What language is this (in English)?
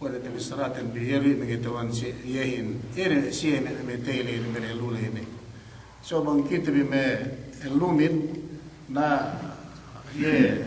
Yakan